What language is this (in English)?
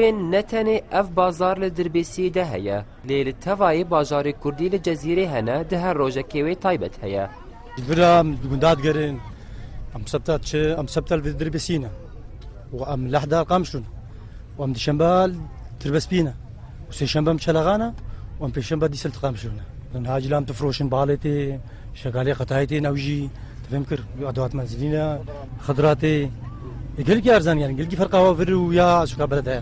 Kurdish